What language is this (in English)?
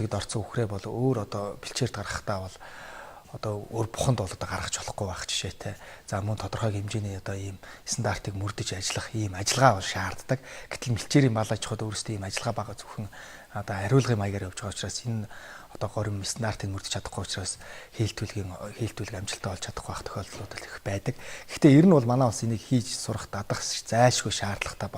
Mongolian